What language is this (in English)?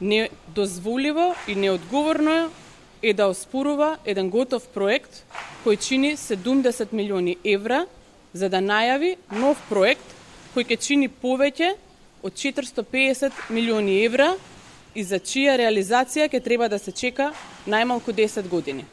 Macedonian